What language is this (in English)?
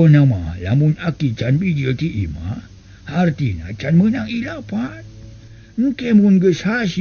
Sundanese